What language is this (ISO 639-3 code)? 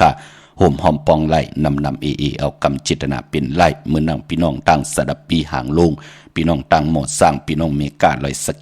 shn